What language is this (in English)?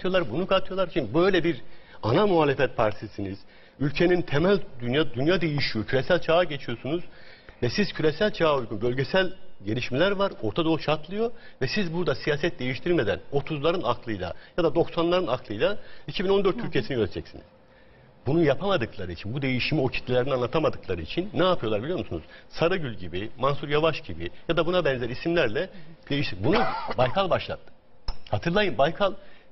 Turkish